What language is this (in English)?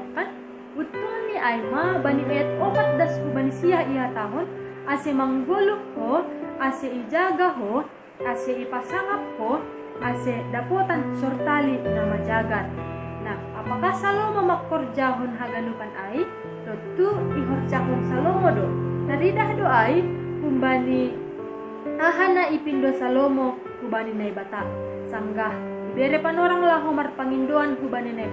Batak Simalungun